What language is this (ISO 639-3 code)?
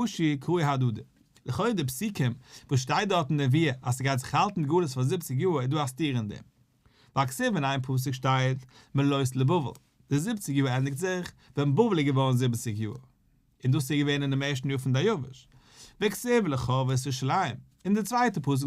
yid